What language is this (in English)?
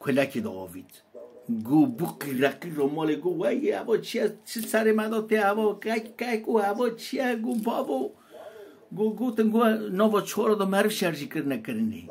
Kurdish